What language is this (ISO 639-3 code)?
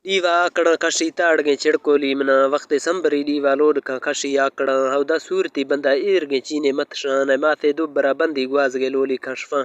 bal